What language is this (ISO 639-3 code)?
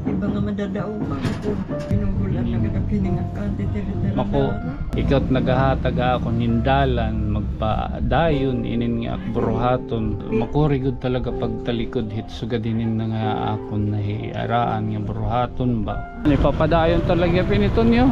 war